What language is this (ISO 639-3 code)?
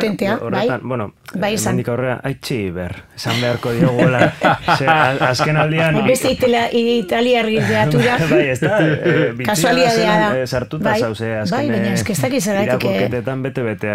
eus